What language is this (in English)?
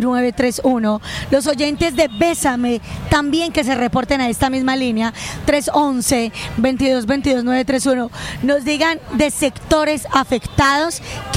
Spanish